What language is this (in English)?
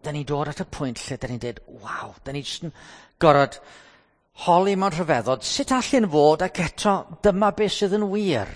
Welsh